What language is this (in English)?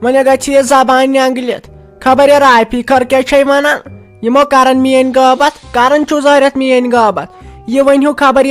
Kashmiri